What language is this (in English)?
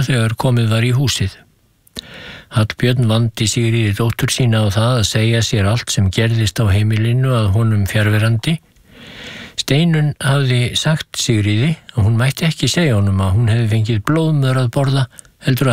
Icelandic